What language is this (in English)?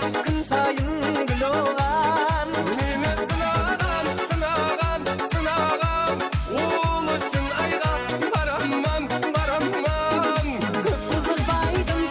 Kara-Kalpak